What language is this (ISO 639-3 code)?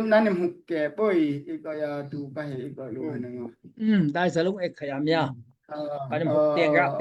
dao